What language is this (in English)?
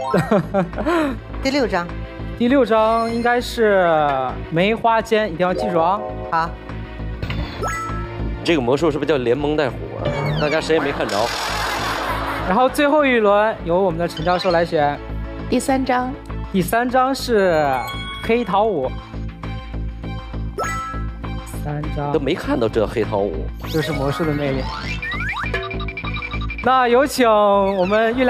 Chinese